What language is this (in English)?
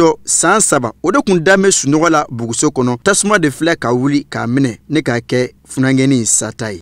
Bambara